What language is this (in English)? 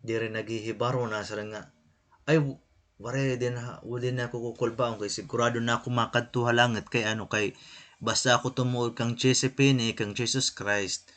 Waray